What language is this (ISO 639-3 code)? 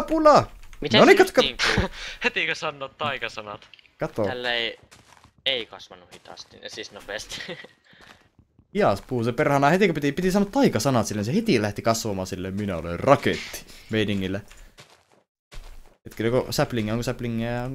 fin